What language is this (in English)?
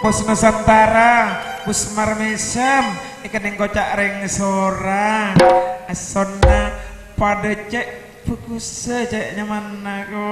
Madurese